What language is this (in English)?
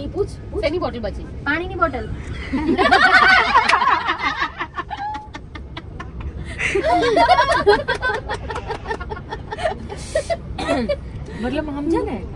Gujarati